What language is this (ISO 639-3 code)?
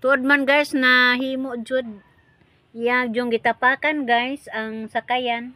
ceb